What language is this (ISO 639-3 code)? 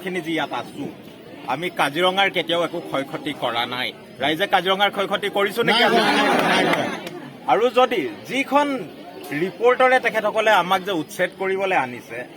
asm